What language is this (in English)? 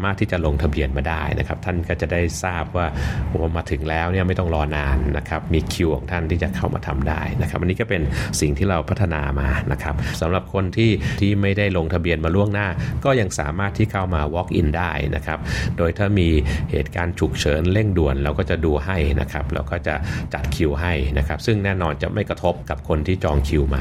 Thai